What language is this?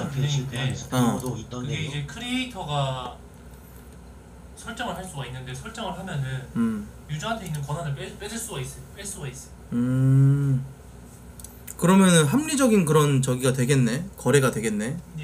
Korean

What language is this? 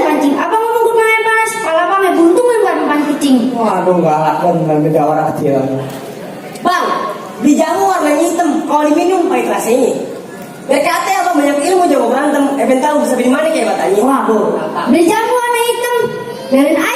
Betawi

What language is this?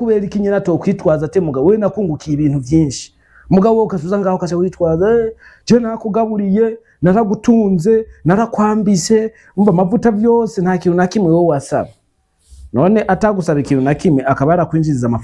Rundi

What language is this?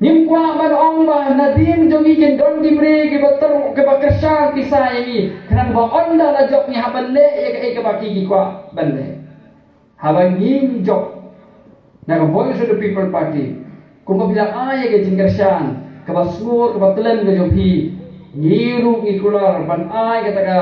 Khasi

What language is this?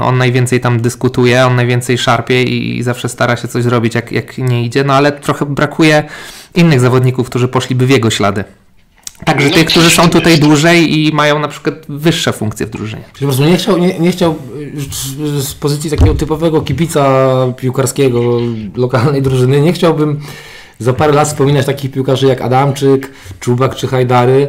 Polish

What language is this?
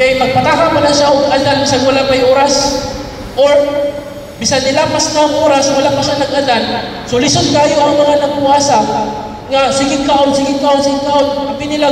Cebuano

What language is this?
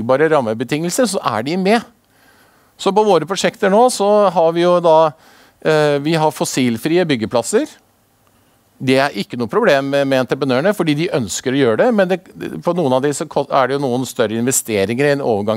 Norwegian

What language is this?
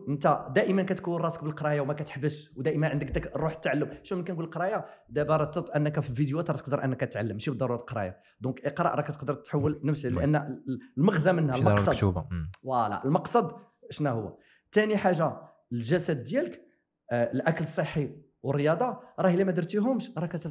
Moroccan Arabic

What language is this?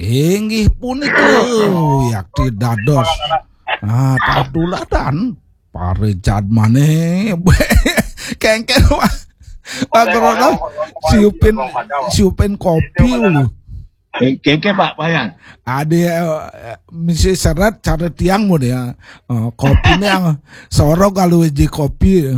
Balinese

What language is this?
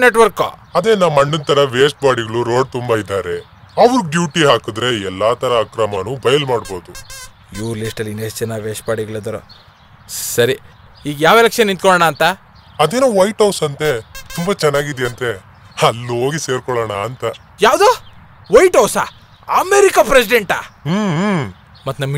Kannada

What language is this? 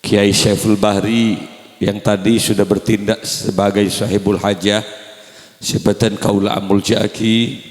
Madurese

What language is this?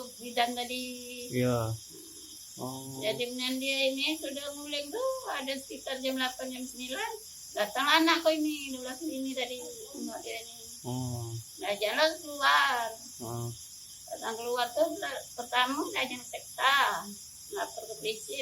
Musi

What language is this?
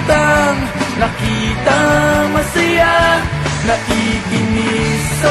Filipino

